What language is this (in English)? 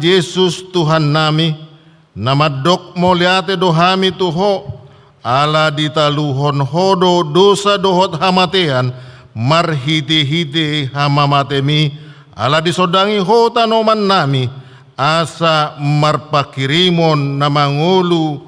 Batak Toba